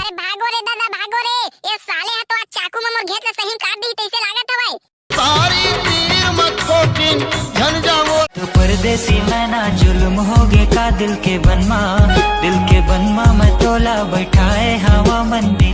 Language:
Chhattisgarhi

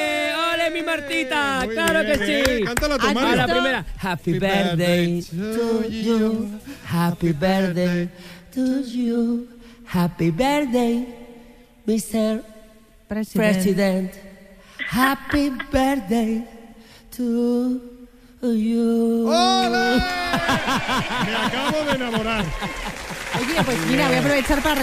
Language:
Spanish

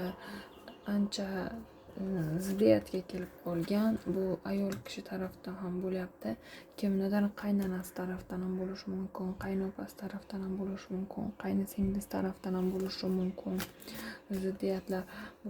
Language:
Uzbek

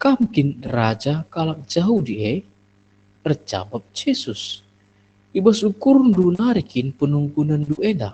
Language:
Batak Karo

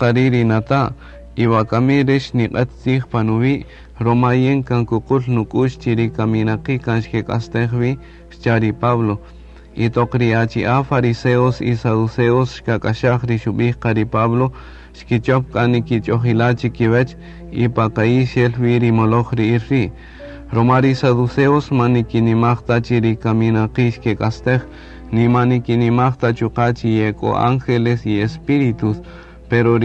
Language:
Kaqchikel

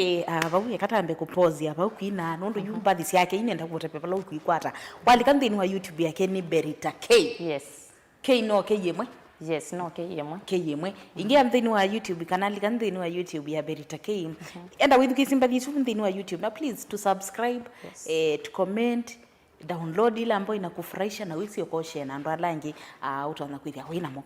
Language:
Kamba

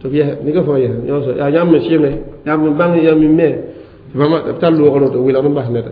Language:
Mossi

